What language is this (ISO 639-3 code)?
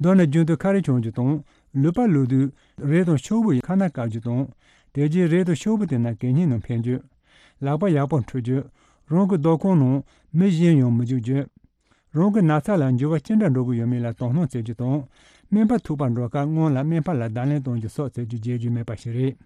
bod